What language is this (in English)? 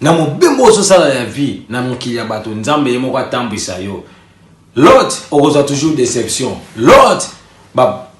Lingala